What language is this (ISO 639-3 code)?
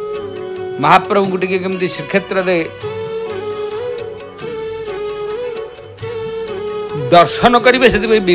ori